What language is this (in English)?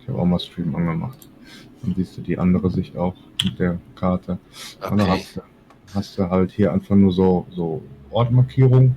Swiss German